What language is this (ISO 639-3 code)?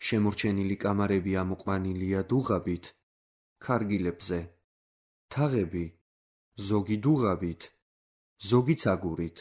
kat